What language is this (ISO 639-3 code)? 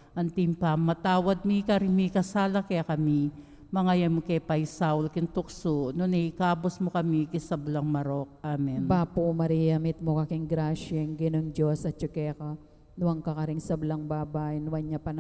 pam